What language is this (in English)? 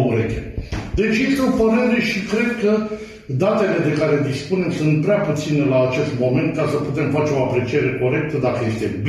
Romanian